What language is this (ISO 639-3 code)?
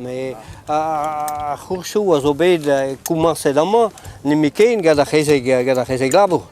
bre